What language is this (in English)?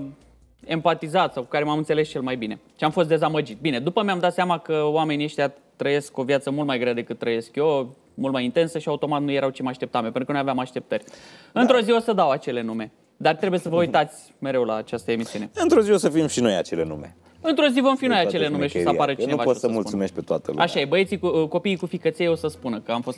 Romanian